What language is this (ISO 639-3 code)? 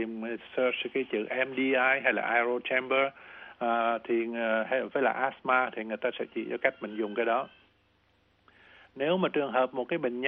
vie